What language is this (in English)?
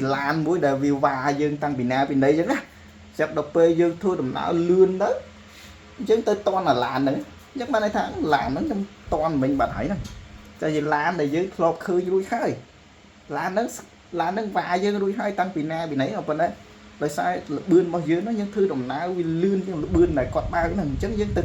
Khmer